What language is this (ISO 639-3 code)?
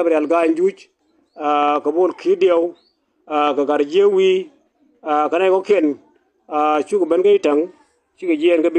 nus